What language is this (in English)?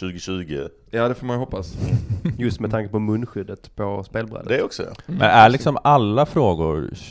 Swedish